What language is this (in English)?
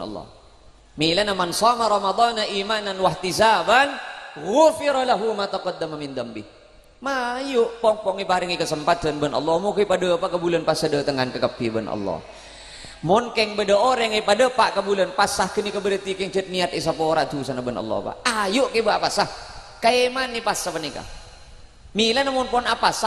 Madurese